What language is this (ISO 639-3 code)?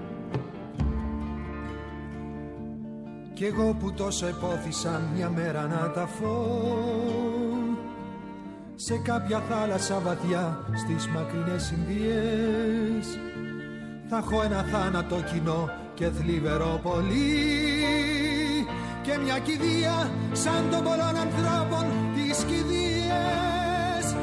ell